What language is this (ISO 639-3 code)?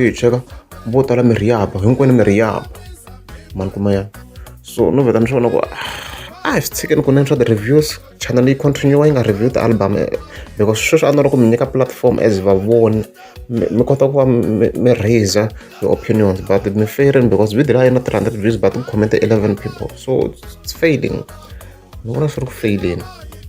tso